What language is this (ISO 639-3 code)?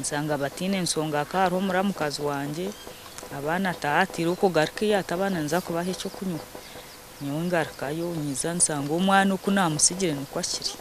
nyn